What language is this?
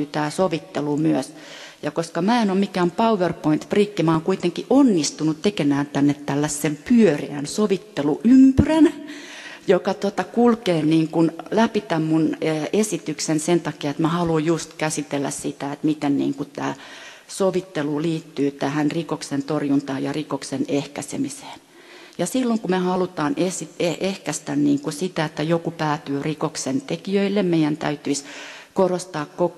Finnish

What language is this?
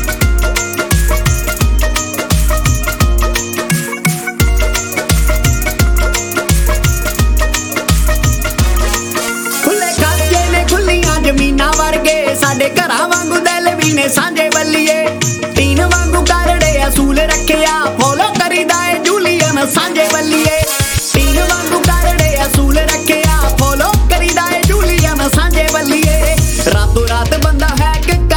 Punjabi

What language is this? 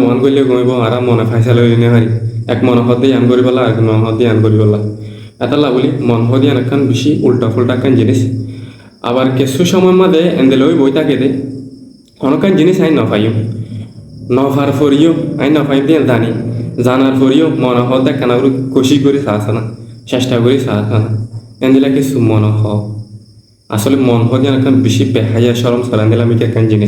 Rohingya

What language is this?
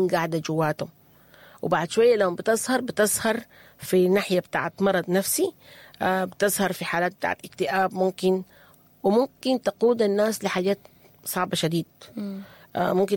Sudanese Arabic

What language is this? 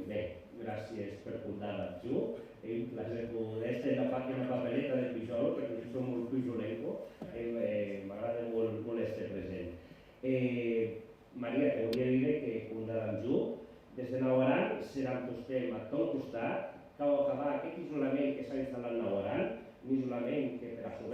Occitan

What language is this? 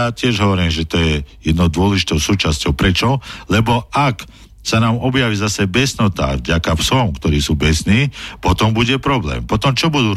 Slovak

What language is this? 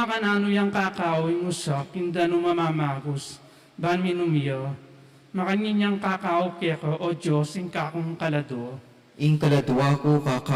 Pampanga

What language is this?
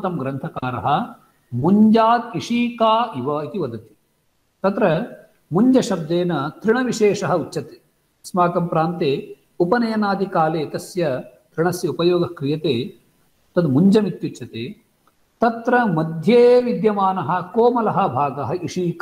Sanskrit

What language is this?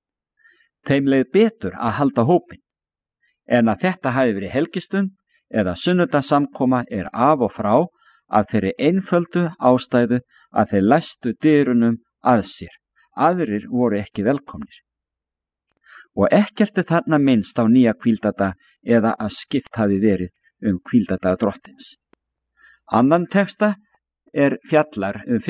Icelandic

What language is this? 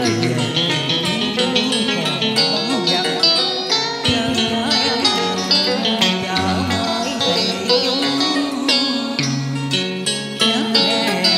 Vietnamese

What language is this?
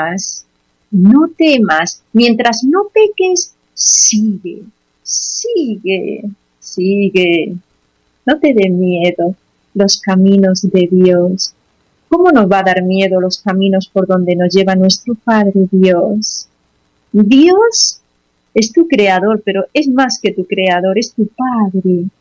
Spanish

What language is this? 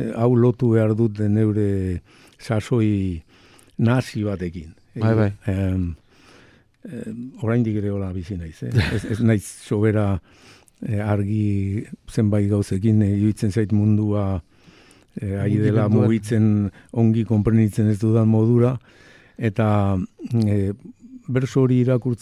Basque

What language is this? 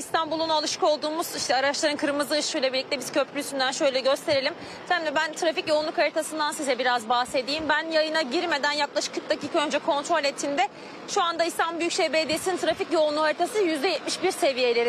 Turkish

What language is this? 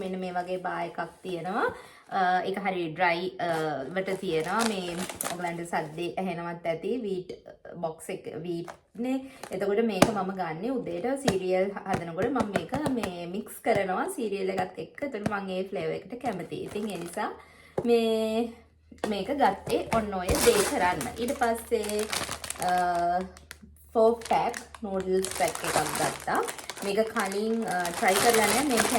Sinhala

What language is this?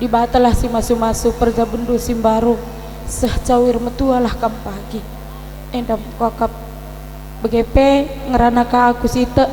Batak Karo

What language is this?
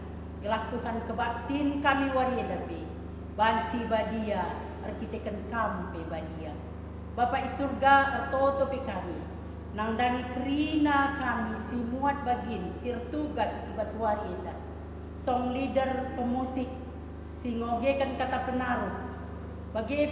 Batak Karo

